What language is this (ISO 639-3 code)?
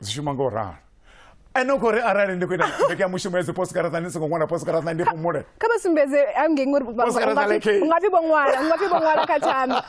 ven